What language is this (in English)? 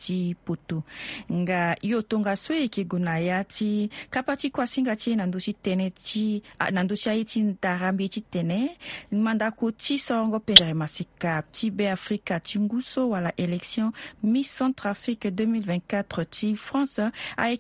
Sango